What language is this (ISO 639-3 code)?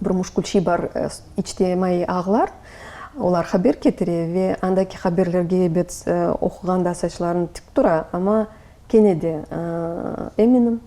crh